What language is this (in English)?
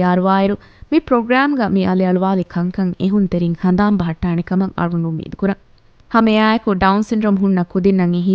Divehi